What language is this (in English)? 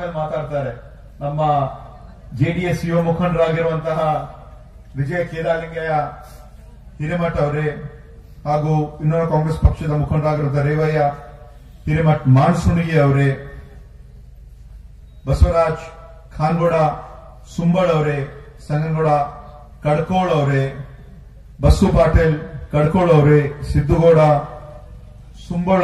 Kannada